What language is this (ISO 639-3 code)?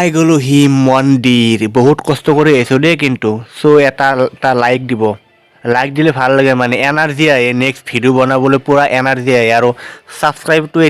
asm